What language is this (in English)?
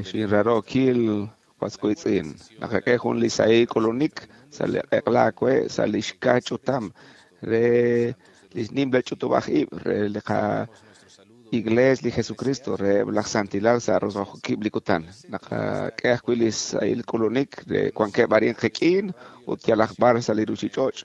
Kekchí